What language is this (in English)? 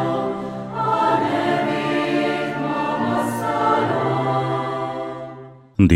Hungarian